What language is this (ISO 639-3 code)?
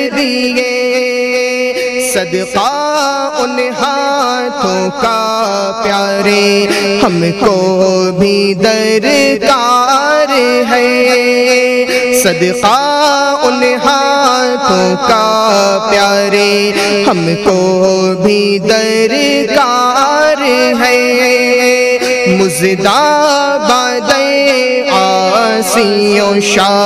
urd